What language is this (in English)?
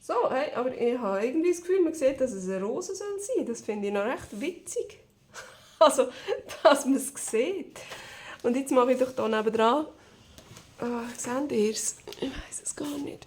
Swiss German